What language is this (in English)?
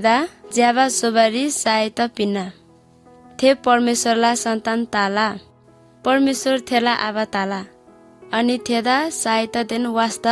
Eastern Tamang